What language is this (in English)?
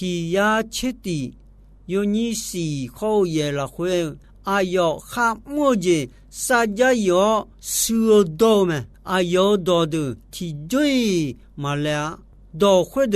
Akha